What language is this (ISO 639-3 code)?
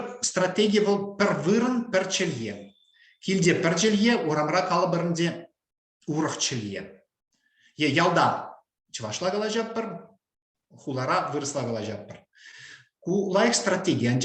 chv